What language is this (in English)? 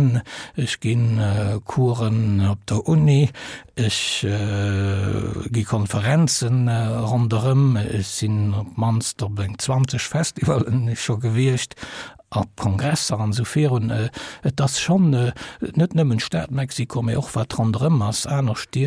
Luxembourgish